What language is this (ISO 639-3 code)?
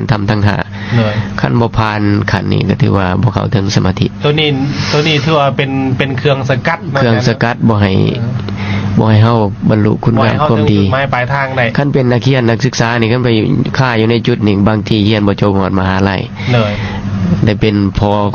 lao